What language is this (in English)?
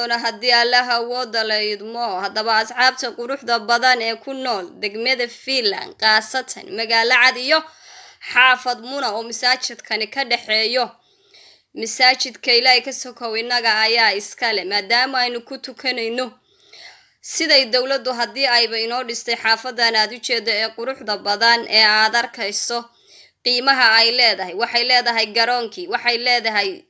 Somali